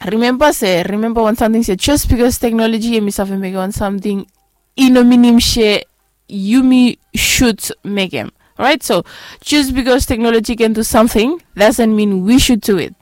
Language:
Bislama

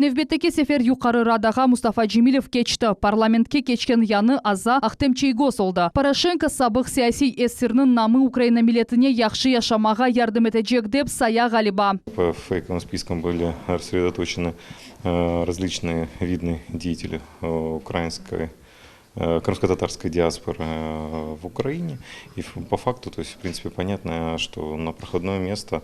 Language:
Crimean Tatar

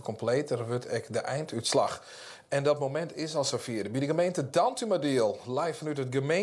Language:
Western Frisian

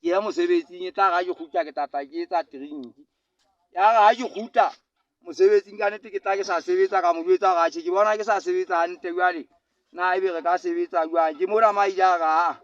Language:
Southern Sotho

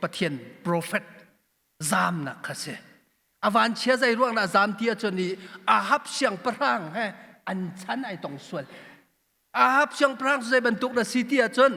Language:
Hakha Chin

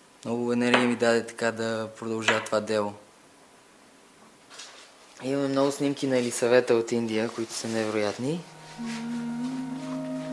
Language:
Bulgarian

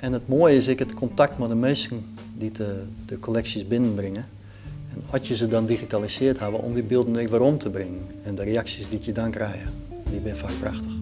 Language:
Western Frisian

